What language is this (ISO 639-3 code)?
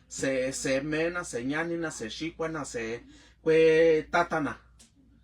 mix